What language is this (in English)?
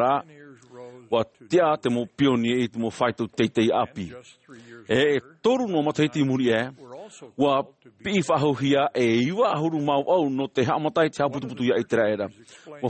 Tahitian